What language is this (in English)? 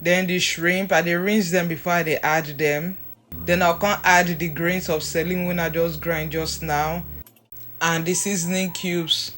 Nigerian Pidgin